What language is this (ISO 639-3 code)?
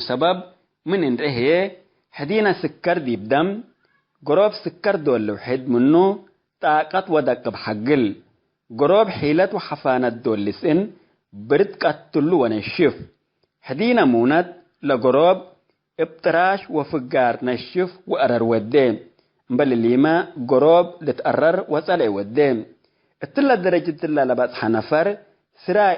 tig